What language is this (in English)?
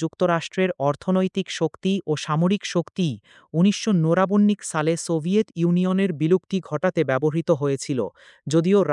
Bangla